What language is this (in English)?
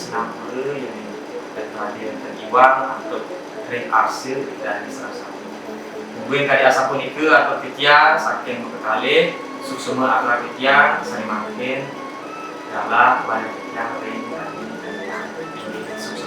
Balinese